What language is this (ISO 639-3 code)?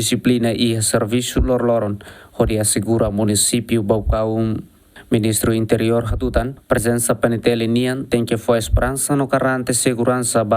tet